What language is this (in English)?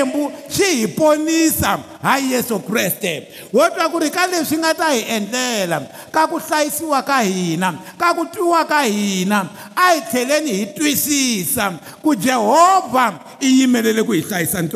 Tsonga